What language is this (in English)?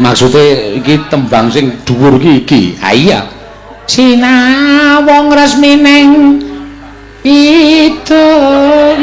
Javanese